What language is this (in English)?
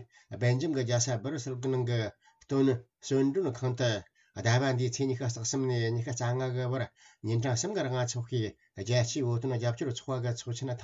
Tibetan